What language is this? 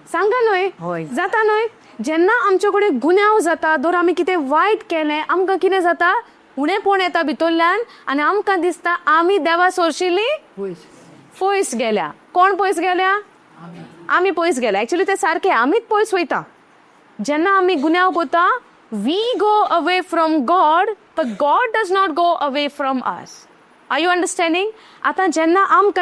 Konkani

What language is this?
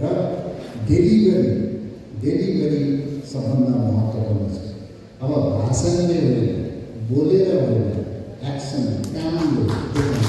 Nepali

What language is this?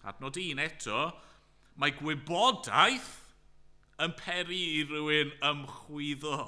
Welsh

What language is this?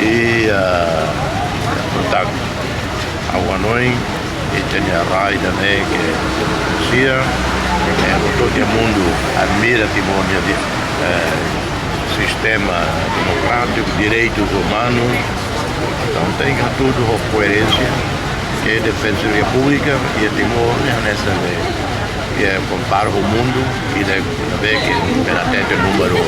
Tetum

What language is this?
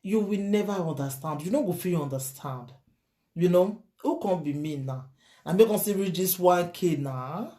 Nigerian Pidgin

